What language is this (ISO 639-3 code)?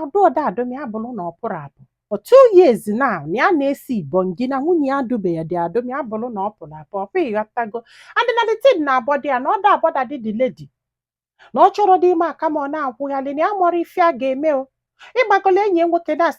ibo